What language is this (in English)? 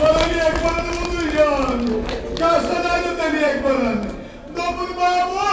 Kashmiri